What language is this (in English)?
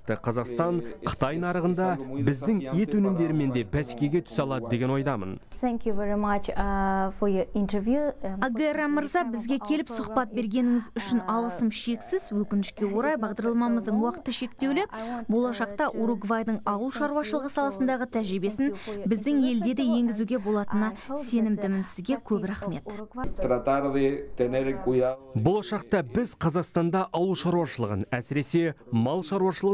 Kazakh